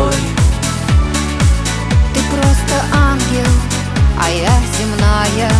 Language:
Russian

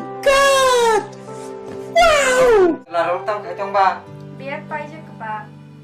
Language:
Kok Borok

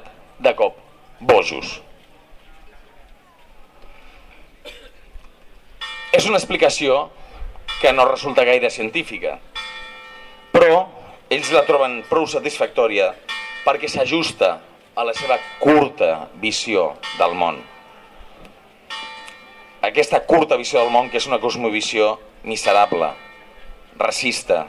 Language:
Catalan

